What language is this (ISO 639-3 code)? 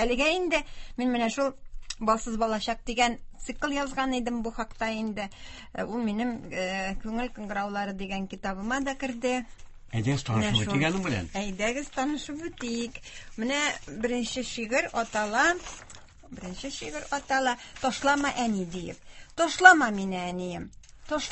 tat